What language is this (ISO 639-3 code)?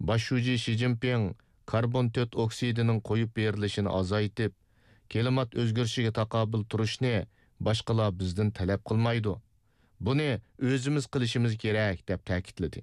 uig